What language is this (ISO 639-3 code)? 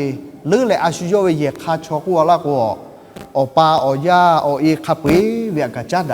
lhu